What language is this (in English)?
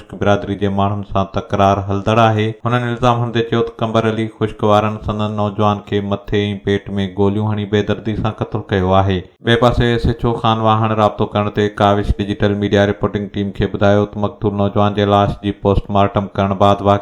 Sindhi